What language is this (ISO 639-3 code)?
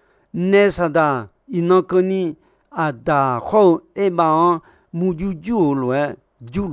ahk